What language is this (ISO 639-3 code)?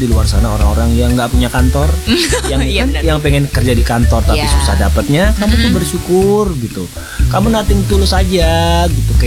ind